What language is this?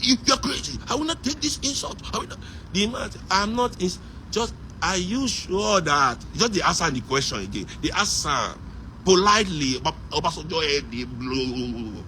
Nigerian Pidgin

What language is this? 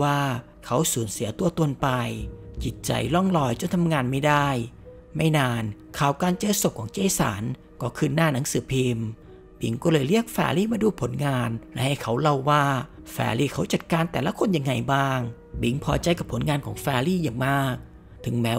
Thai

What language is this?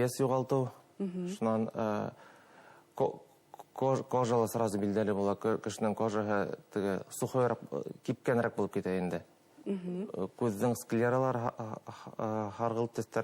Bashkir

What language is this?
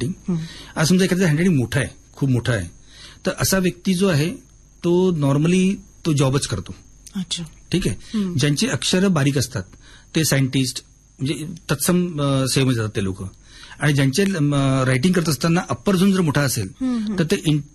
Marathi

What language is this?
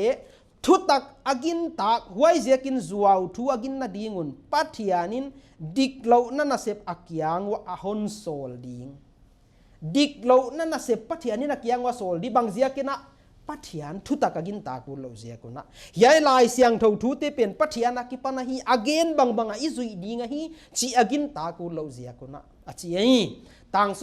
Paite Chin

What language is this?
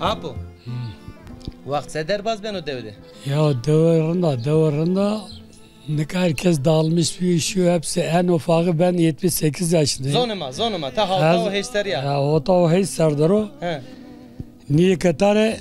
Zaza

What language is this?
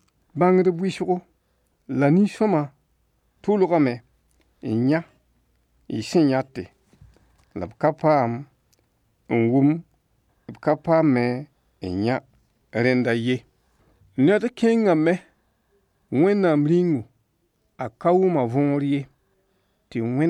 Mossi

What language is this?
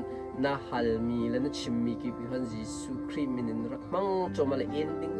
Hakha Chin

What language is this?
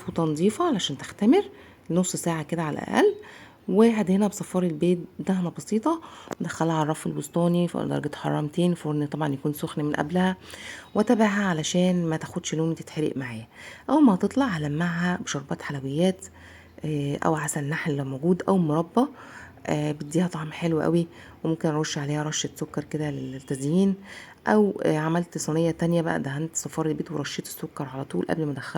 Egyptian Arabic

